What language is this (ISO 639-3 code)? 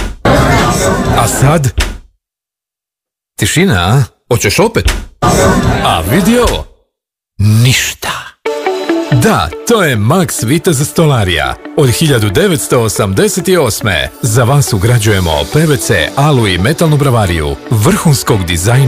bos